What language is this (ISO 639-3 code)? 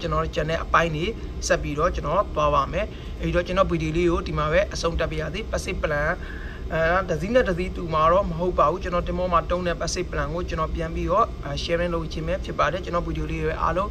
mya